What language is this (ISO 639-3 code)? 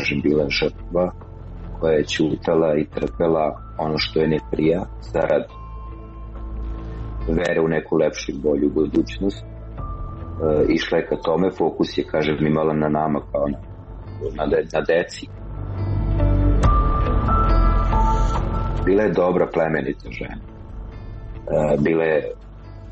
srp